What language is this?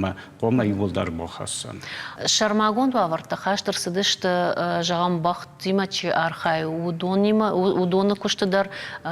Ossetic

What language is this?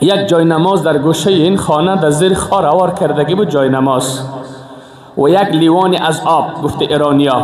Persian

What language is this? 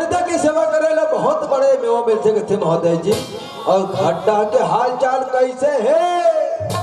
Chhattisgarhi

